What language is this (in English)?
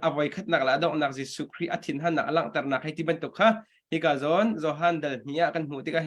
Hakha Chin